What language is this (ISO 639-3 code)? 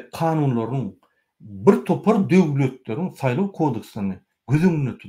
tuk